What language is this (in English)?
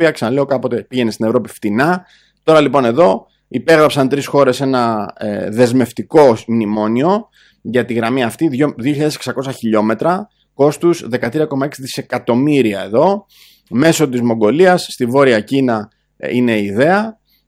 Greek